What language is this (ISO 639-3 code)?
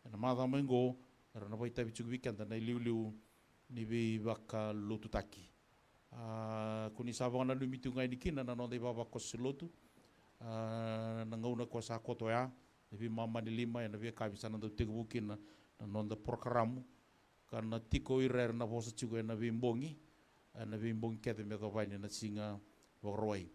fij